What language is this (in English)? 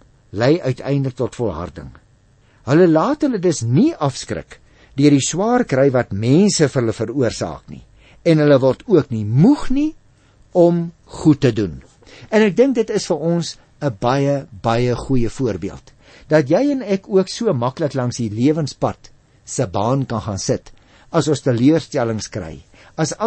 Afrikaans